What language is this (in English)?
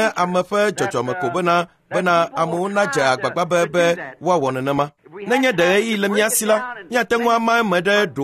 Ewe